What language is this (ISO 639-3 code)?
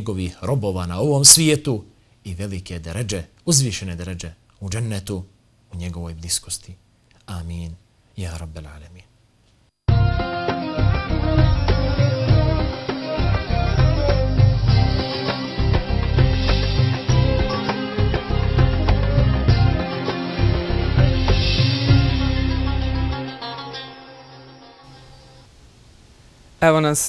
bos